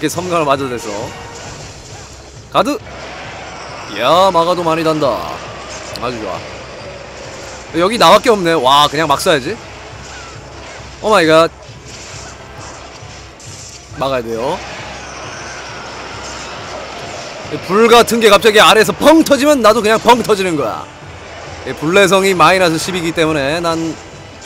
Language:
Korean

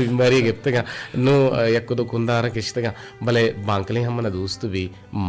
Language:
Eastern Balochi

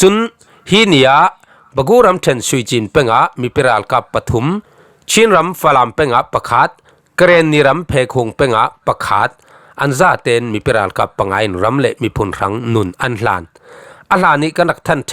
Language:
Falam Chin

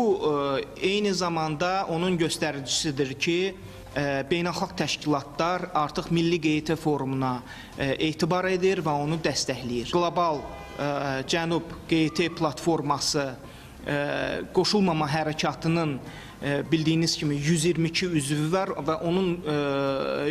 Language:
Azerbaijani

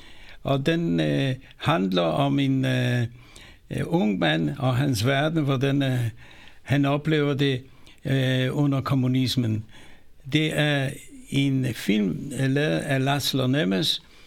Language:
Danish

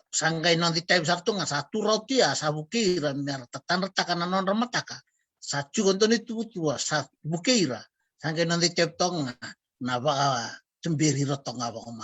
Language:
Fijian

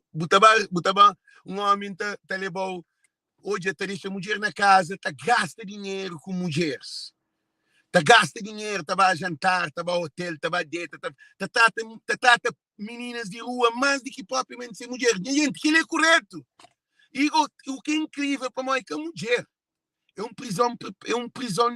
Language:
Kabuverdianu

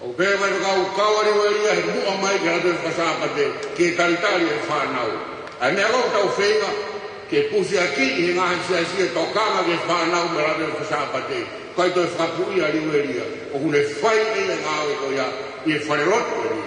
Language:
Tongan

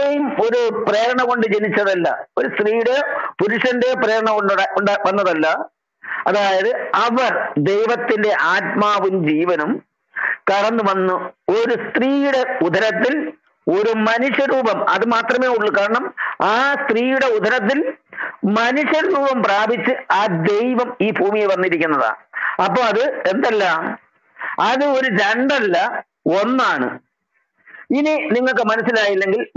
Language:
Malayalam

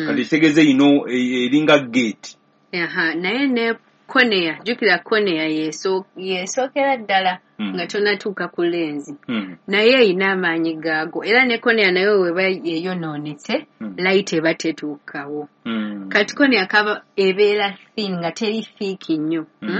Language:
Ganda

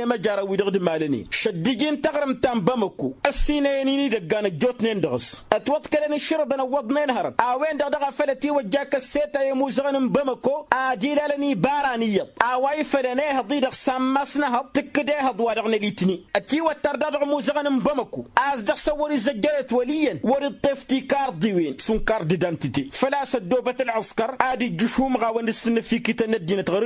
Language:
Tamasheq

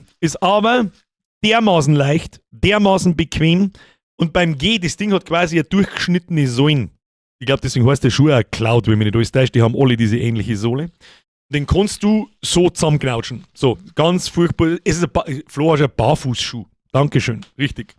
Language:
Bavarian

